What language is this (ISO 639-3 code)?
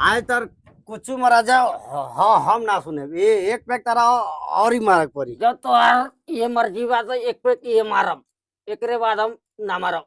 bho